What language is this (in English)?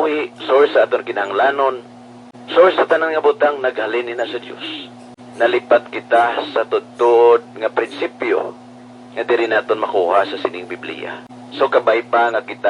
Hiligaynon